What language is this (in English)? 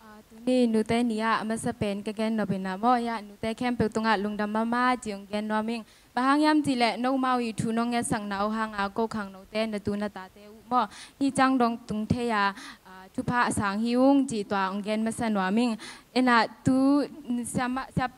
Tedim Chin